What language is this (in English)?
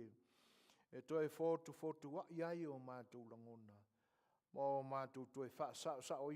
Samoan